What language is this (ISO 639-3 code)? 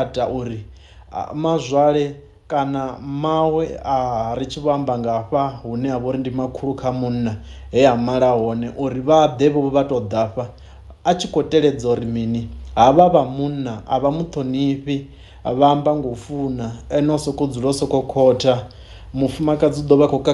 ven